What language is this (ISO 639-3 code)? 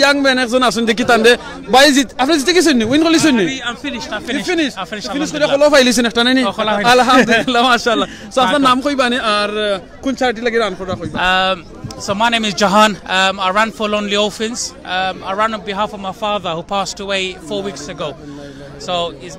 syl